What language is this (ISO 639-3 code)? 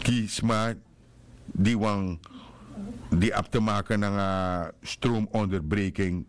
srn